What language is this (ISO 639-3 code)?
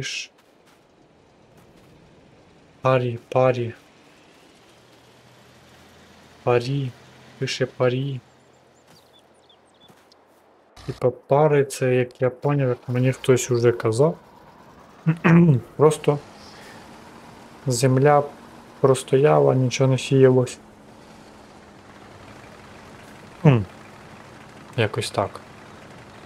ukr